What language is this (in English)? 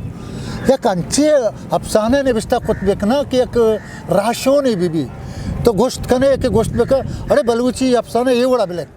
Eastern Balochi